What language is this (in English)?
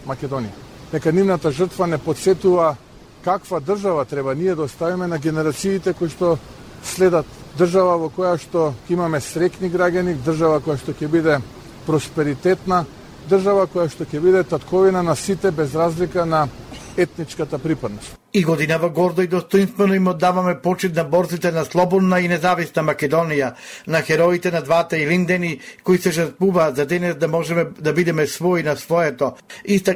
Macedonian